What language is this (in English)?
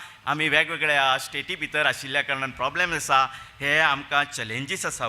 Konkani